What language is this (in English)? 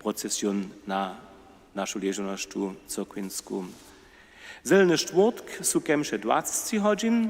Upper Sorbian